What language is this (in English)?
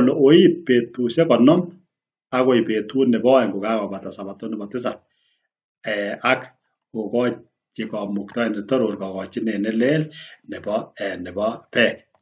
Kalenjin